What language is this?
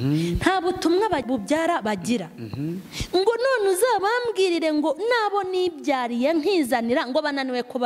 Kinyarwanda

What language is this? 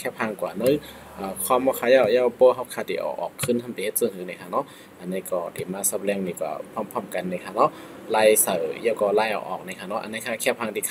Shan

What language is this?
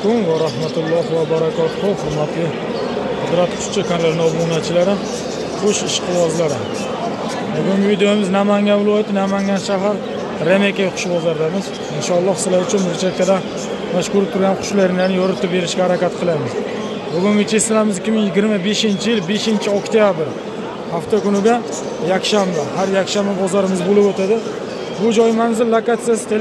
Uzbek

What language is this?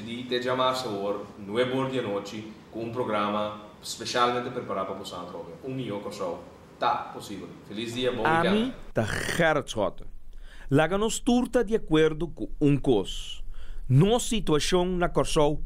Papiamento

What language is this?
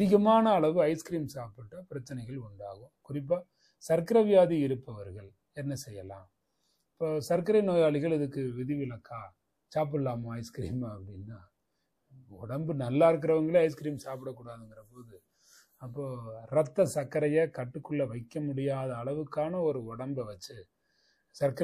Tamil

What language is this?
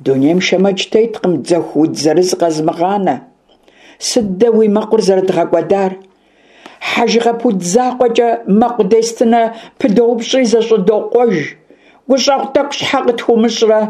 Kabardian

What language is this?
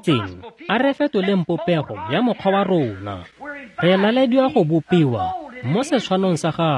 Tswana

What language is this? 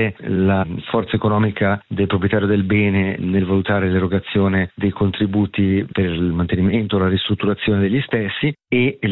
Italian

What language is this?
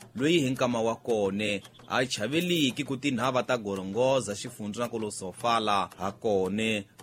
Tsonga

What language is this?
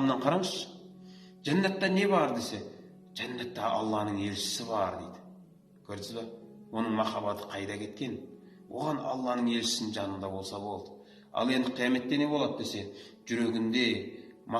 Kazakh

